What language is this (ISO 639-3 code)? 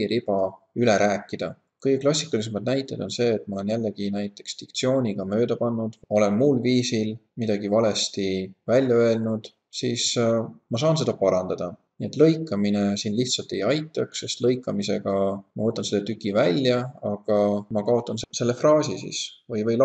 est